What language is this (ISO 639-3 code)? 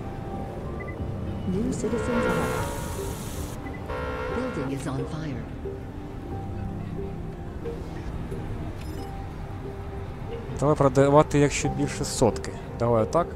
ukr